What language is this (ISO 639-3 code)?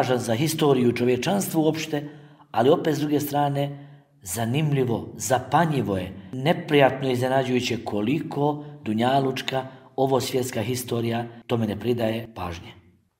bos